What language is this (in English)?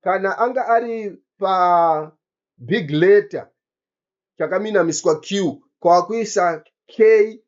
Shona